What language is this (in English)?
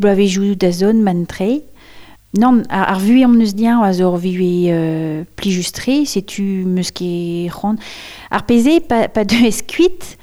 Breton